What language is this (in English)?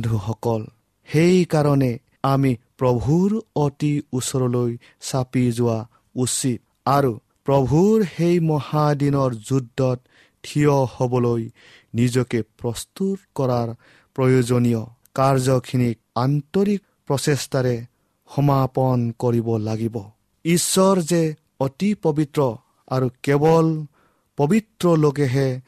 Assamese